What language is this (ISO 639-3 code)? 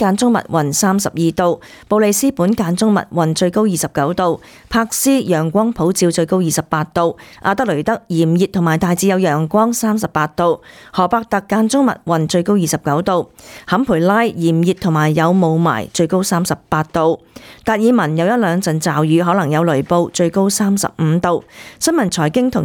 yue